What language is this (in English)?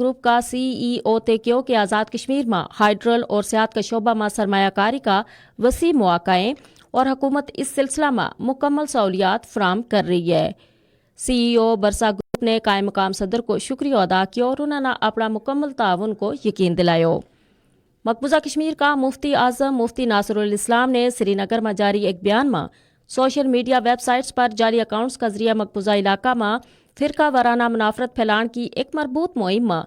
Gujari